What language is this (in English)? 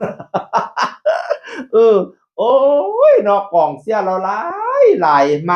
Northeastern Thai